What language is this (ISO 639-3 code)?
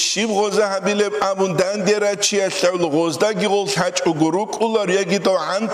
ava